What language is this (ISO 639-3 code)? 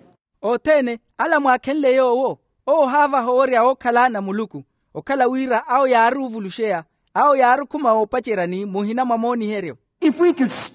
vmw